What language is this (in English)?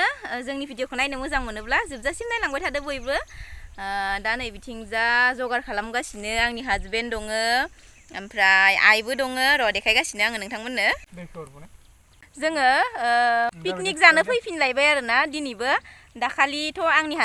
Bodo